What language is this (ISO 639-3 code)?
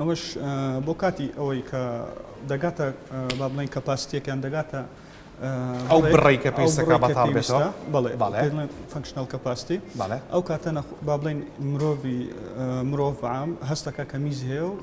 ckb